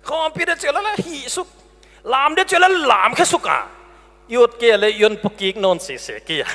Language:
Paite Chin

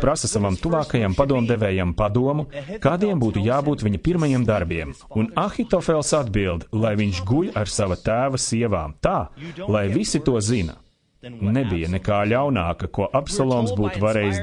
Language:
Latvian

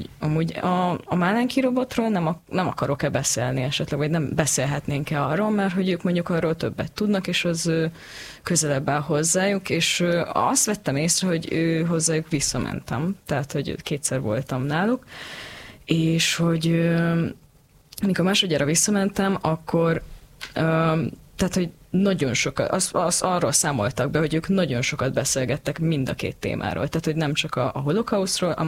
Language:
Hungarian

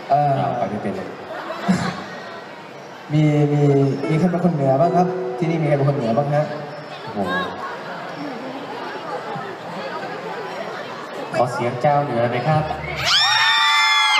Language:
Thai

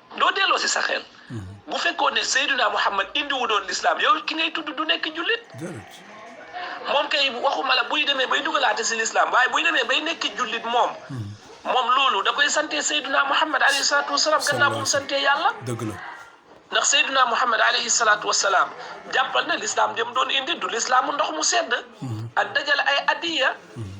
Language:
Wolof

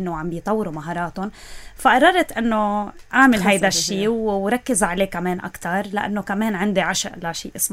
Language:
North Levantine Arabic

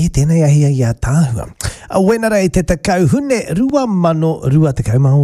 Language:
Māori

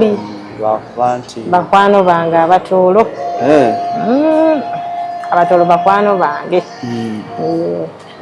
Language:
Ganda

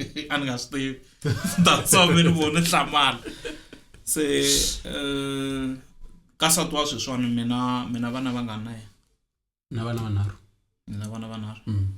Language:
Tsonga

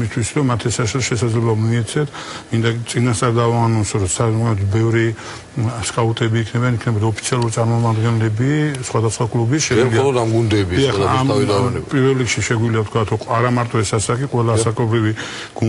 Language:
Georgian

